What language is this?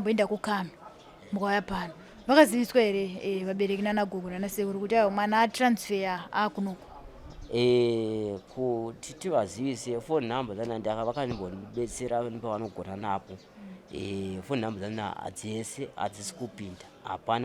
Shona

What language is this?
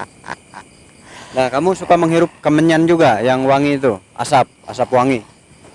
Indonesian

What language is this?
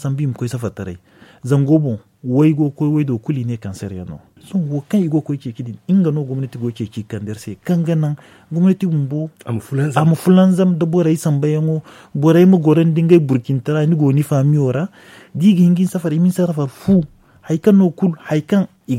Zarma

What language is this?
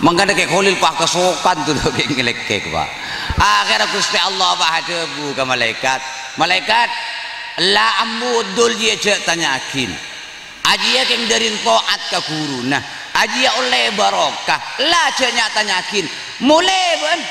Madurese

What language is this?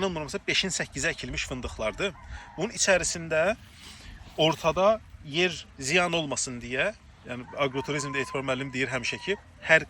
Azerbaijani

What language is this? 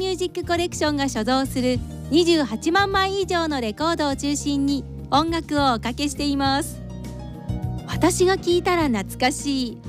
Japanese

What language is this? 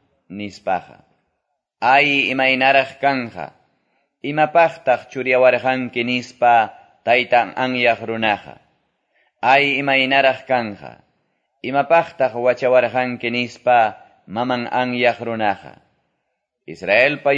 Quechua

